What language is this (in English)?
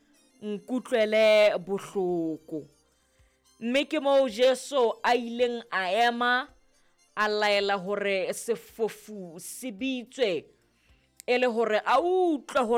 Southern Sotho